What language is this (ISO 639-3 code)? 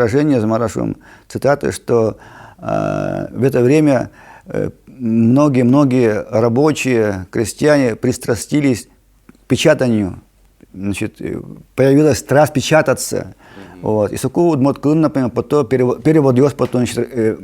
udm